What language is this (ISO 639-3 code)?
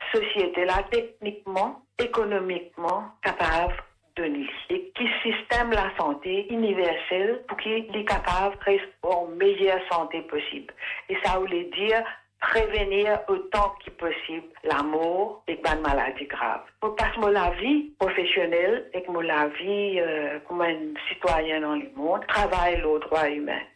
mfe